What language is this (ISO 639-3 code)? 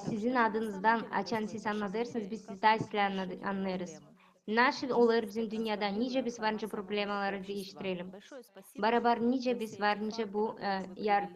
gag